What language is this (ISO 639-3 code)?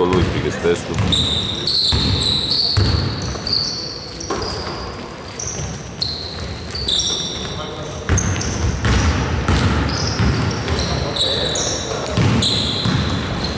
ell